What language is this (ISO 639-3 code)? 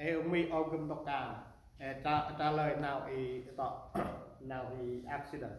cmo